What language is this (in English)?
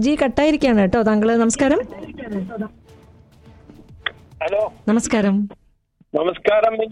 Malayalam